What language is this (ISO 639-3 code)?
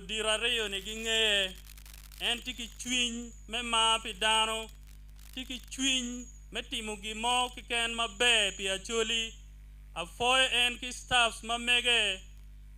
ach